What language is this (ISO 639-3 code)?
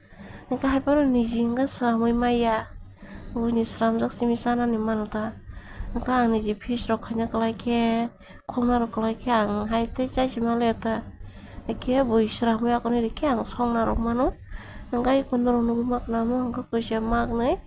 trp